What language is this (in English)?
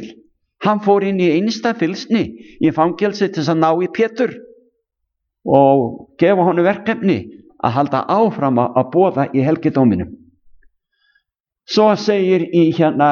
Icelandic